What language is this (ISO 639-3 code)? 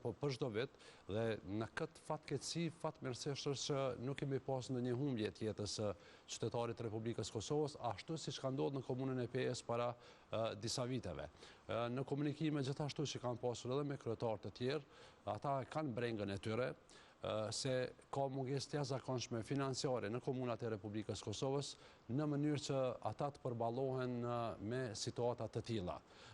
sqi